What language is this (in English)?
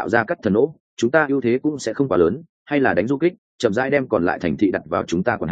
Vietnamese